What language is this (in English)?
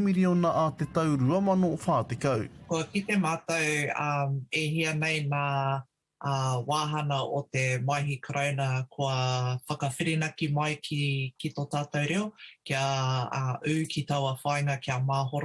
Māori